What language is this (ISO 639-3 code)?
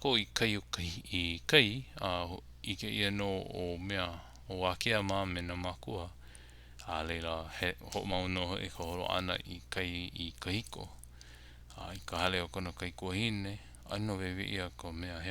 haw